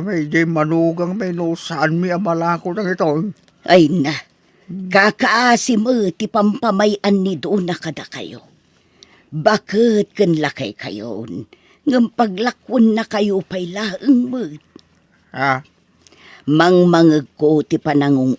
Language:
Iloko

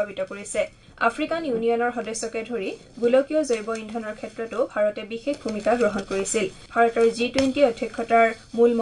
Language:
Assamese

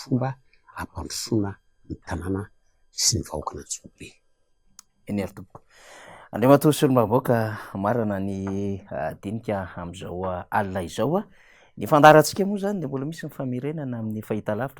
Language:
Malagasy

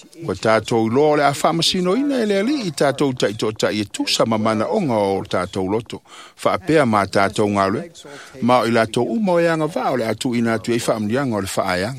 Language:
Samoan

